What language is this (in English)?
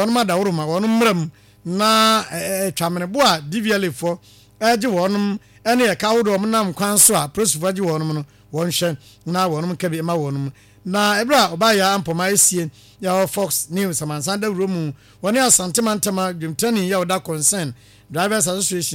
Akan